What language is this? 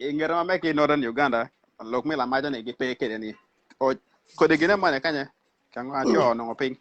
Acoli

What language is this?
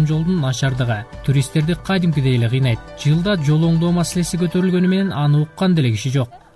Kyrgyz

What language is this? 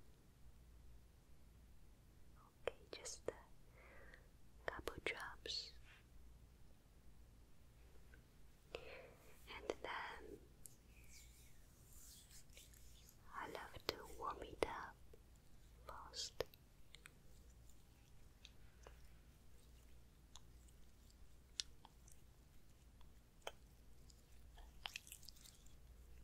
English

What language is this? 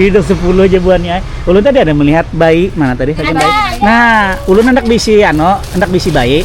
Banjar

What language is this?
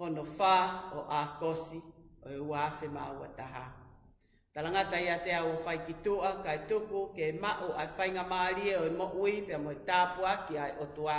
Tongan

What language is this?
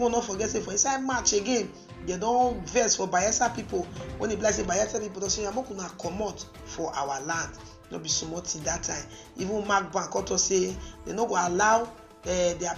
Nigerian Pidgin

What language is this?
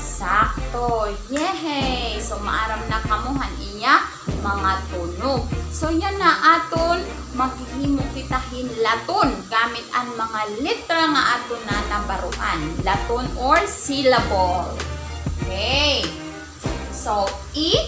Waray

